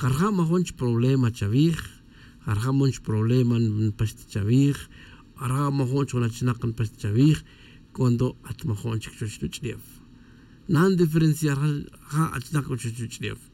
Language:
Tz'utujil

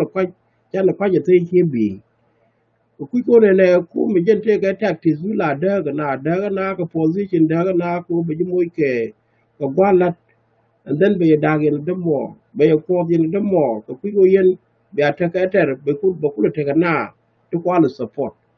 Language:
Nuer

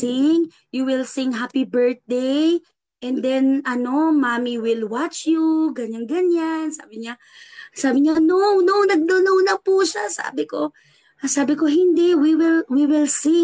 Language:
Filipino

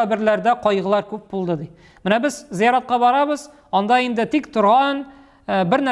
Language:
Tatar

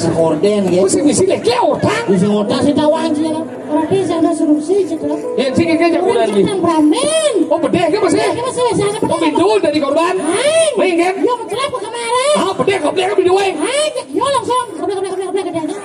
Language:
Balinese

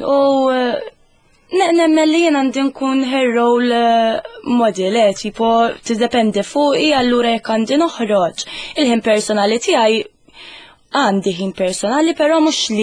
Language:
Maltese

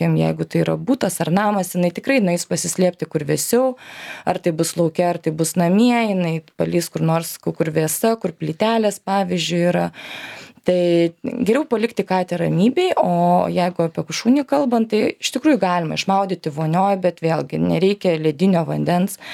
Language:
Lithuanian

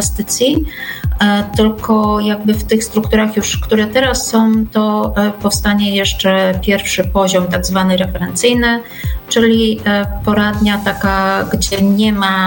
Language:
Polish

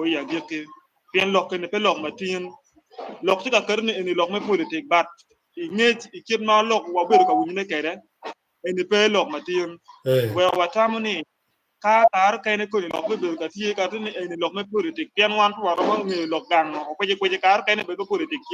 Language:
Acoli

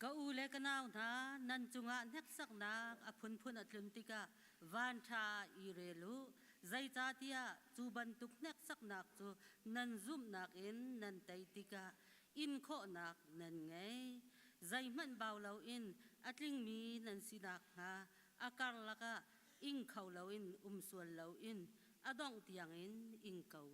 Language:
Hakha Chin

